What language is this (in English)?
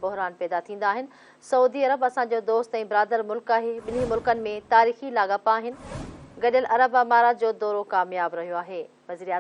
Sindhi